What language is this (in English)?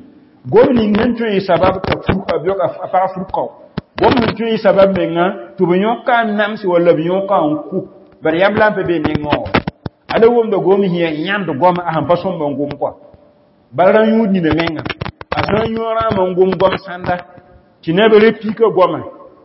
Mossi